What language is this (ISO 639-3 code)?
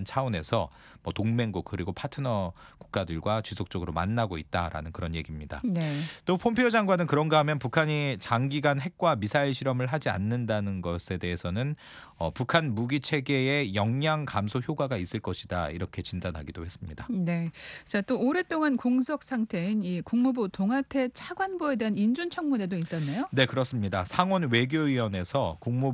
kor